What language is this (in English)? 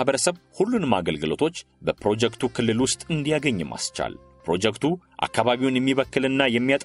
Amharic